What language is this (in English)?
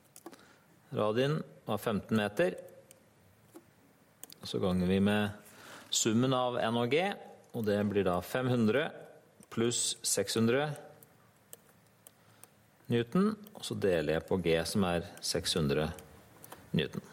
Norwegian